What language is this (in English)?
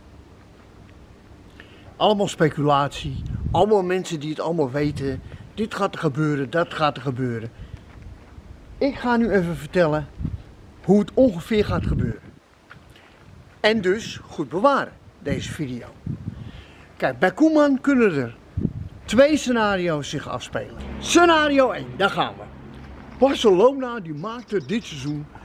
Dutch